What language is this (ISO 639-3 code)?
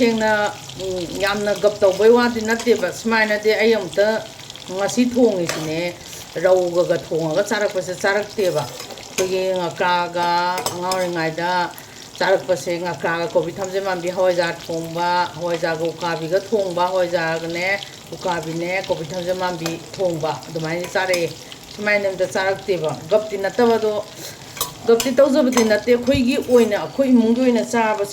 mni